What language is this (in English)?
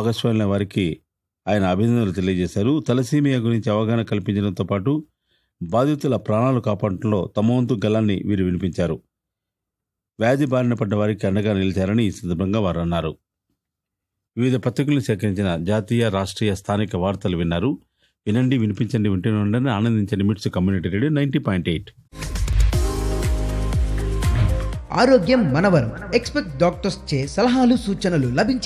Telugu